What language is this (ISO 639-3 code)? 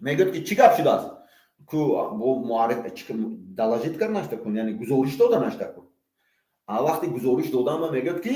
tgk